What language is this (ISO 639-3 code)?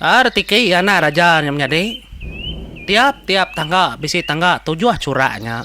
iba